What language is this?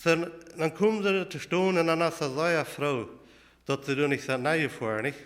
Plautdietsch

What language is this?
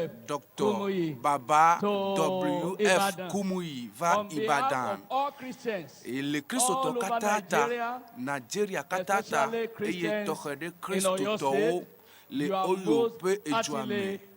Ewe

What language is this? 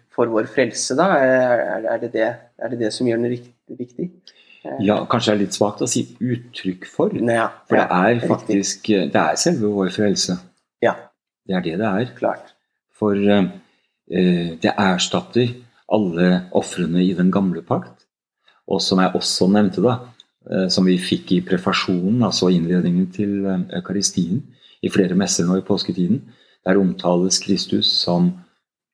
Norwegian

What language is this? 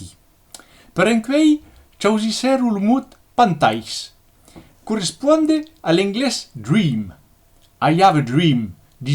Occitan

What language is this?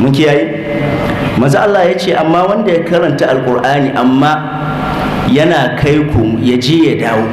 Hausa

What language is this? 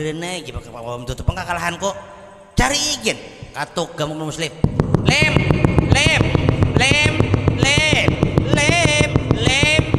Banjar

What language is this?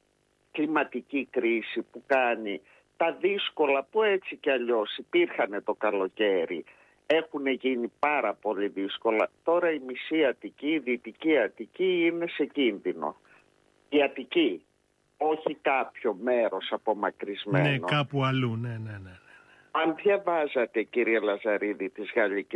Greek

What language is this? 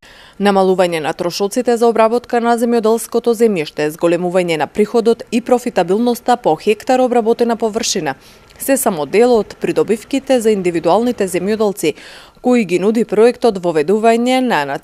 Macedonian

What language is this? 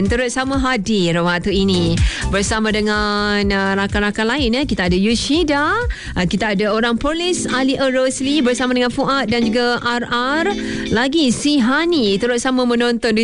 Malay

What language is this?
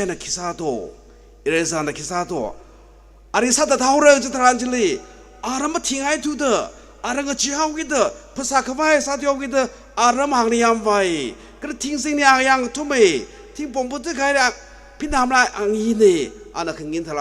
Tangkhul Naga (India)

